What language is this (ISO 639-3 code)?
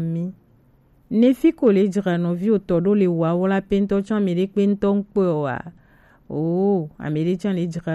gej